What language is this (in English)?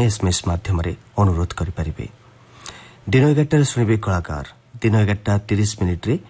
Odia